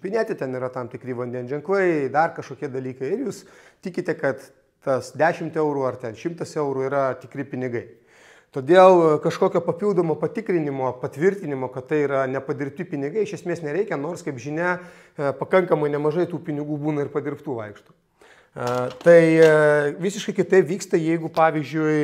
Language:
Lithuanian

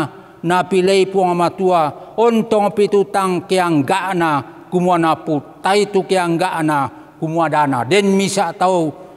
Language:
Toraja-Sa'dan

